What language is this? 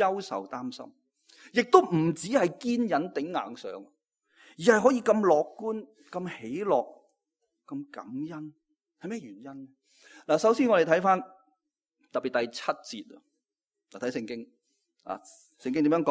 Cantonese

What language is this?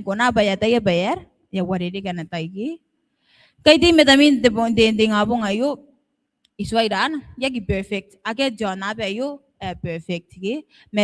Gilbertese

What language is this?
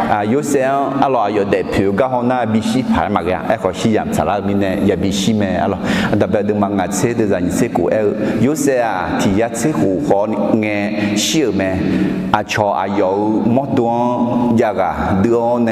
Akha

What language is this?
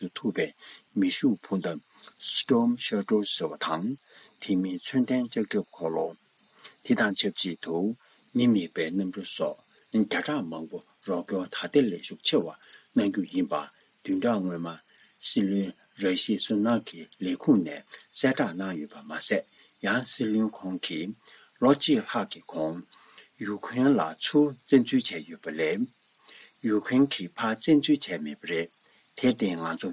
Tibetan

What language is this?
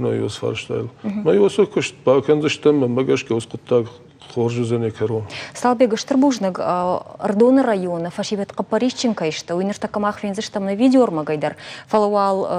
Ossetic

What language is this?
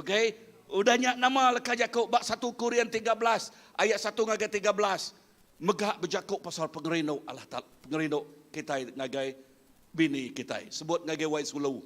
Iban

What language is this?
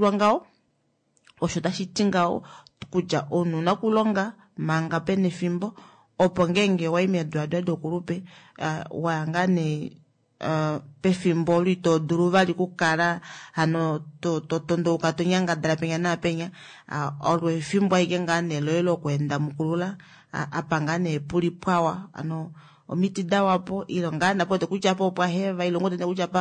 Kuanyama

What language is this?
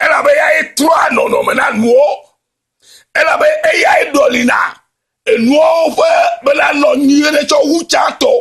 Ewe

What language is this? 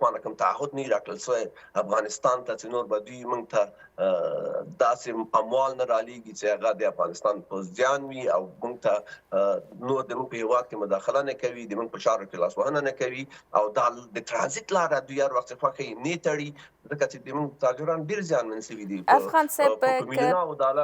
Pashto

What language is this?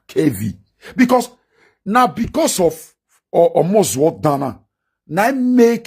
Nigerian Pidgin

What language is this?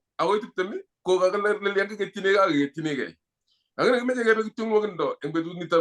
Kalenjin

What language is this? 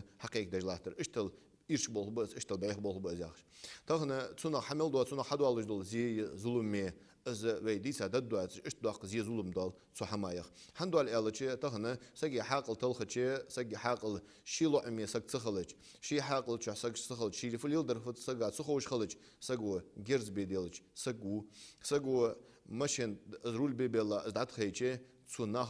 Ingush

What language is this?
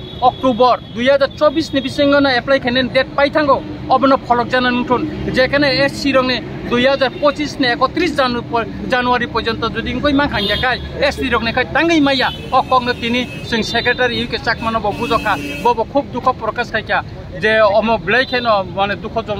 Kok Borok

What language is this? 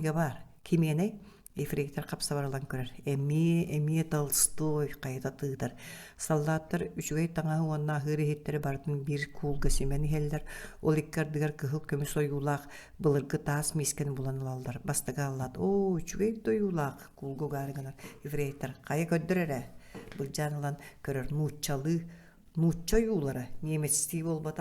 Yakut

